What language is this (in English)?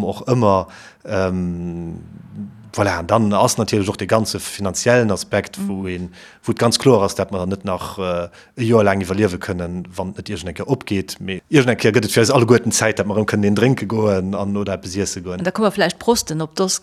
Luxembourgish